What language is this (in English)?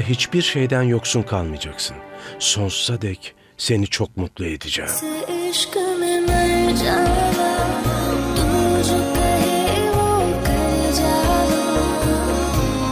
Turkish